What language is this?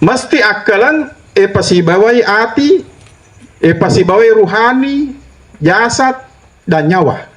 Buginese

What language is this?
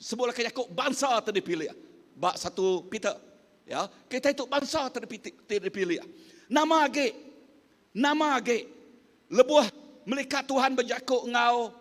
Iban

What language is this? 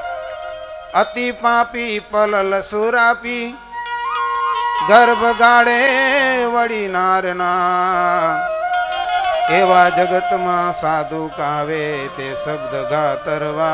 Gujarati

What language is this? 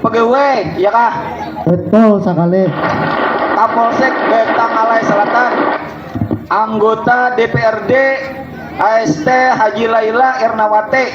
Banjar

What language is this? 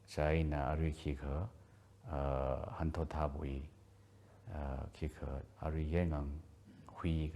Tangkhul Naga (India)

